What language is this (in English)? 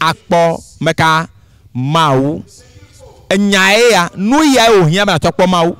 Ewe